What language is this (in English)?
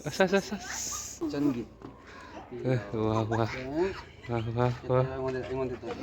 Manipuri